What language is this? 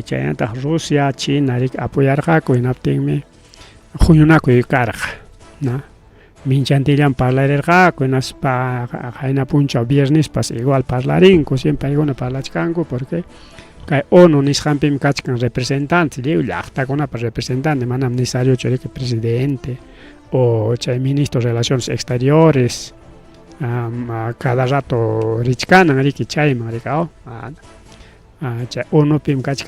Ayacucho Quechua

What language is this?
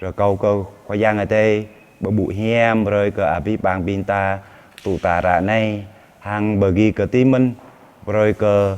Jarai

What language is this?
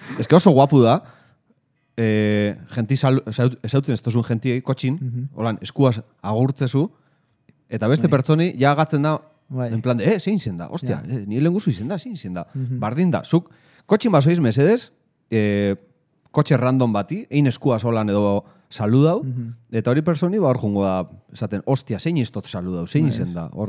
Basque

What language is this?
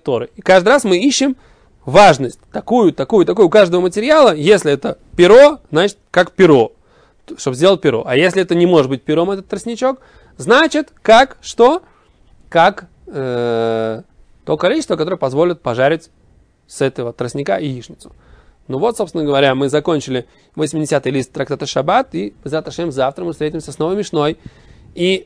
Russian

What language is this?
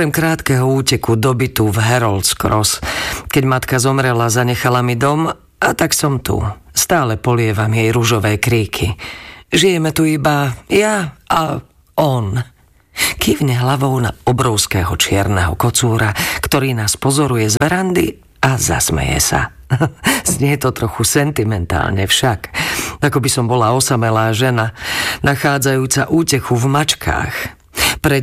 Slovak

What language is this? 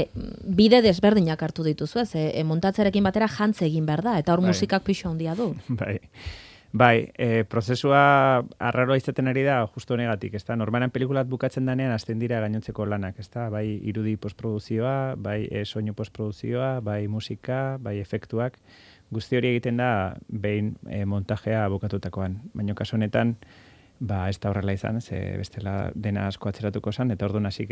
Basque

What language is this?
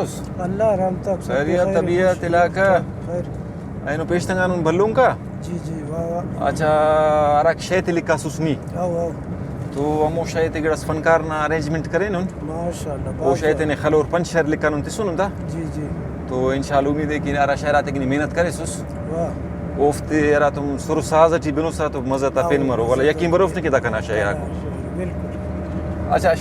Brahui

